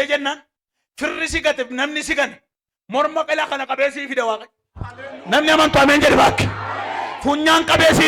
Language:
Oromo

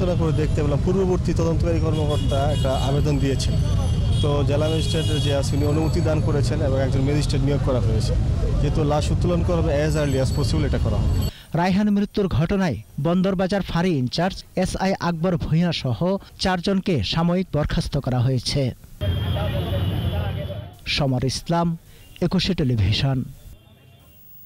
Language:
Bangla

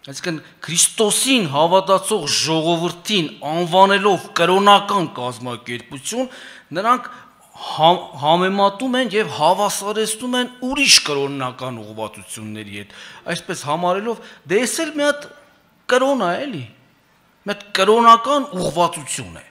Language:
Armenian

